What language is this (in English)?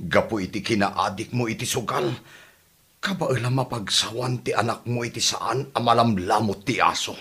Iloko